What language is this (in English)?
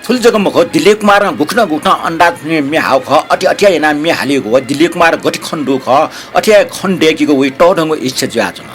Newari